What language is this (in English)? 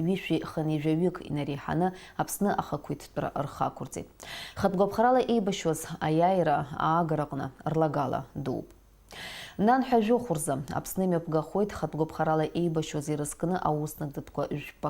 Abkhazian